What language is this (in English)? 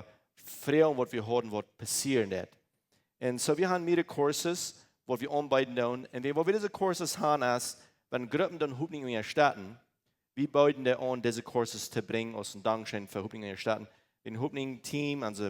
Plautdietsch